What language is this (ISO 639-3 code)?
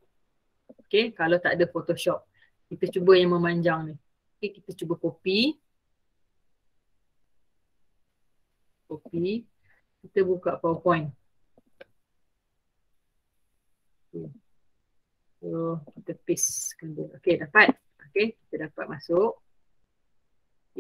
msa